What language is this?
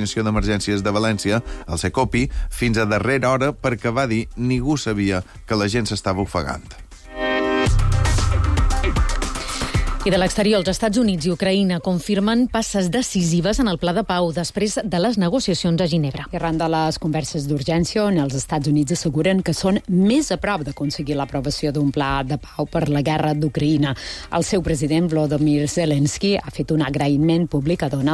Catalan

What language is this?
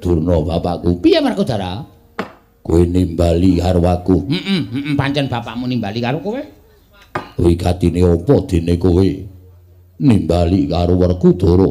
Javanese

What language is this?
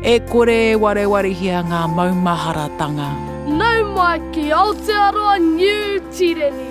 Māori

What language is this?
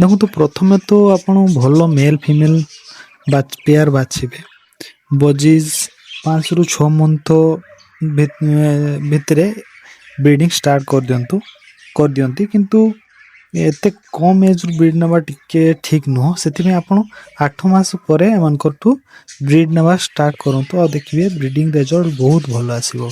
Odia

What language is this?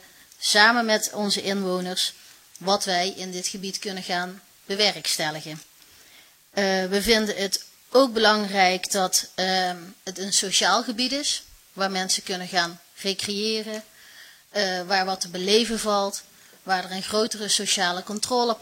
Dutch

